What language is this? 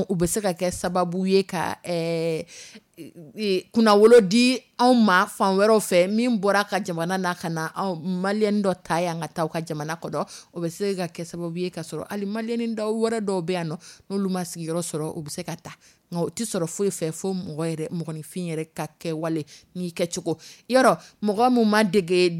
Dyula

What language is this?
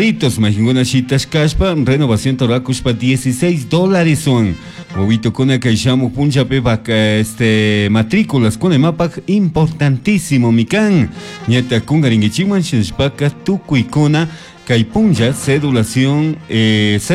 Chimborazo Highland Quichua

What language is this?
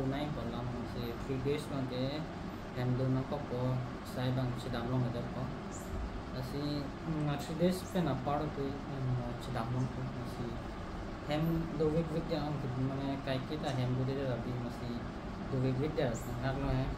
Karbi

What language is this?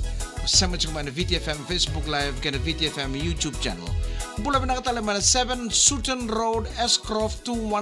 Fijian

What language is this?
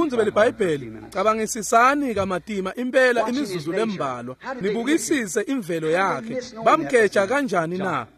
Swati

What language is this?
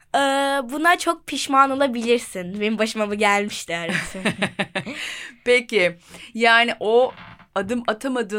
Turkish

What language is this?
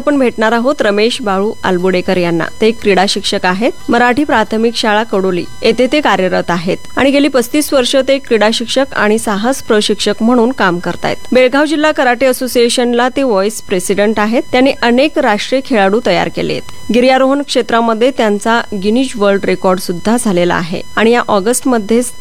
Marathi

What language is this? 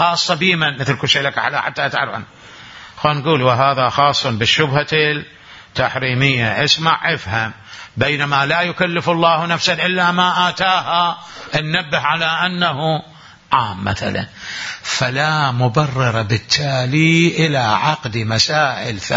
Mesopotamian Arabic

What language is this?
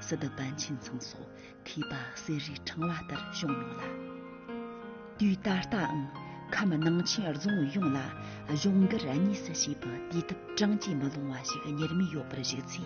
Tibetan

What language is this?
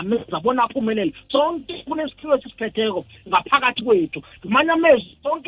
South Ndebele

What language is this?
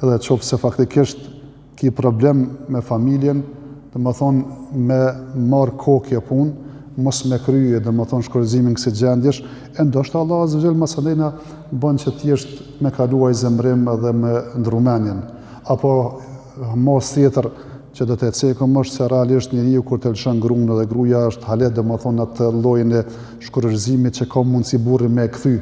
Albanian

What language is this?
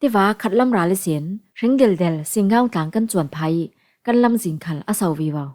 Falam Chin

